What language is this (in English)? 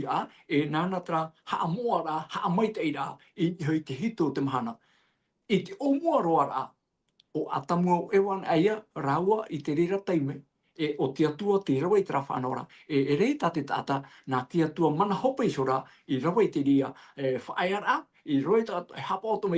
Tahitian